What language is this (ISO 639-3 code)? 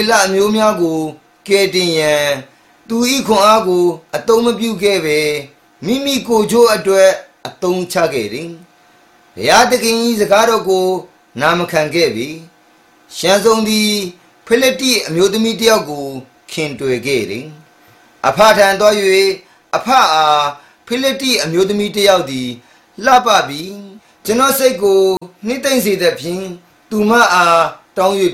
mya